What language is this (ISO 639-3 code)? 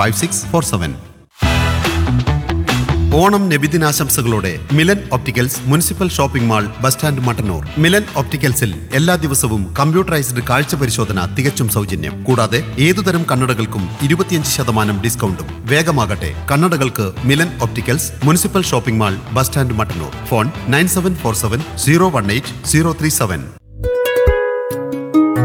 mal